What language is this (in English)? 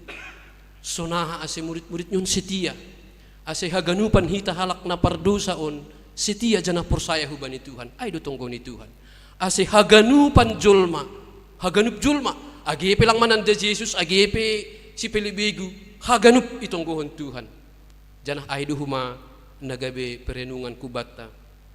Batak Simalungun